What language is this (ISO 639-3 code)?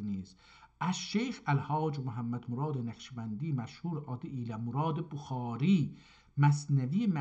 azb